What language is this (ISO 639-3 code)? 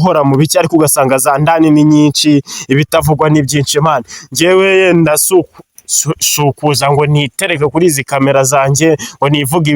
kin